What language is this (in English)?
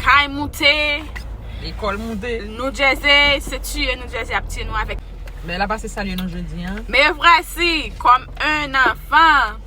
Haitian Creole